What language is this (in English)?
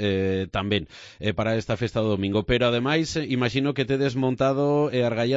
Galician